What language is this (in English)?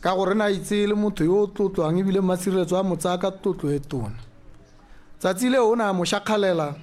Tswana